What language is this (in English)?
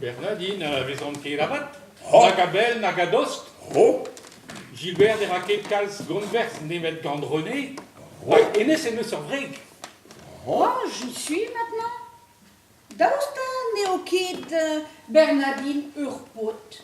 Breton